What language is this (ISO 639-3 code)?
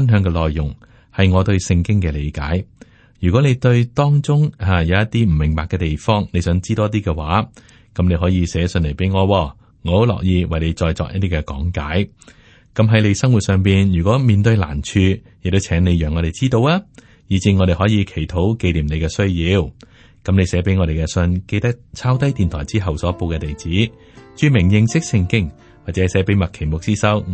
yue